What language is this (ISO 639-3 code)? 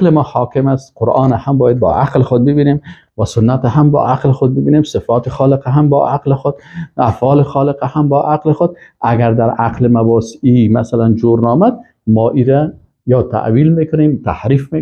fas